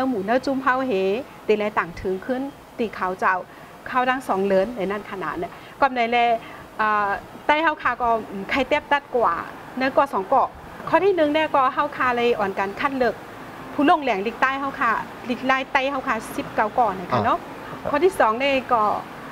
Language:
Shan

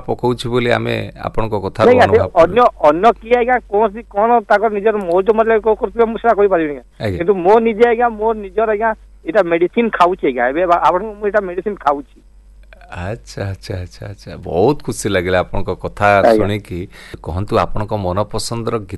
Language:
Odia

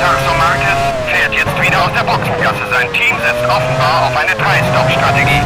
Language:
Bavarian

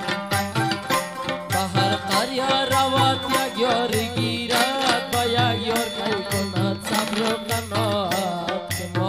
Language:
Persian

